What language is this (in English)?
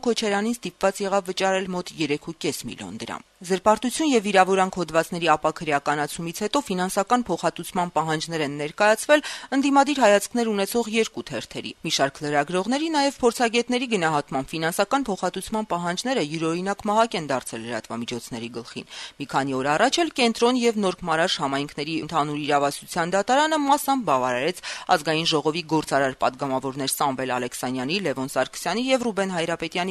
Armenian